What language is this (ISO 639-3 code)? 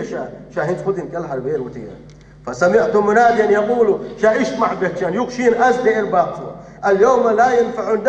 che